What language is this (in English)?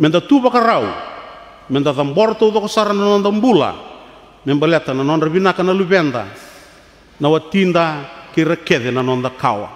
Fijian